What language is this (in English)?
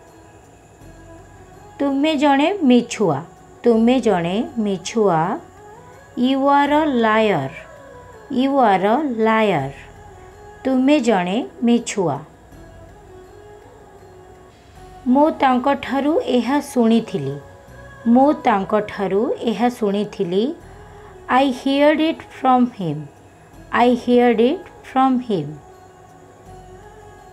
Odia